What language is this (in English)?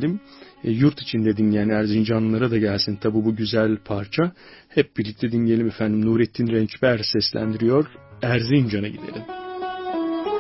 Turkish